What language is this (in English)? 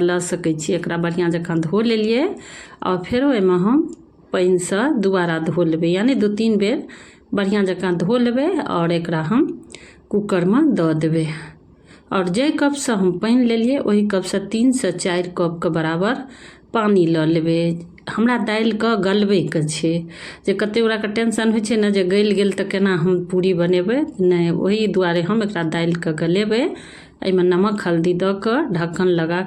Maithili